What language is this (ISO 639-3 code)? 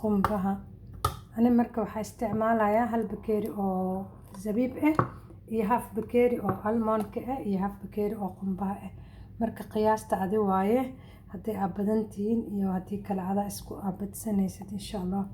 som